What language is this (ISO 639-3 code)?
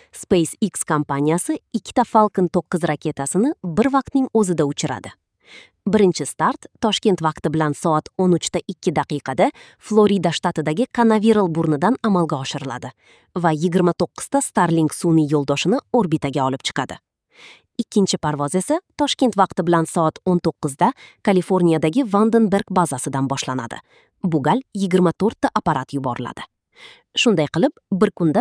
uzb